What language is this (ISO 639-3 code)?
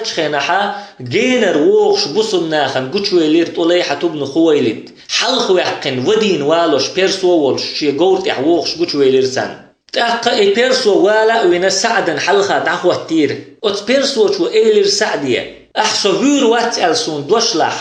che